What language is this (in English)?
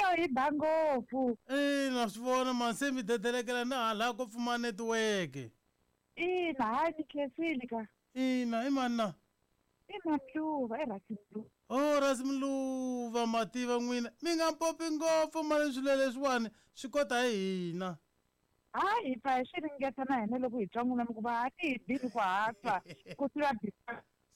Tsonga